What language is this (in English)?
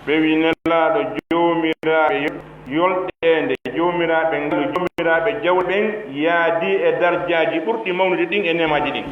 Pular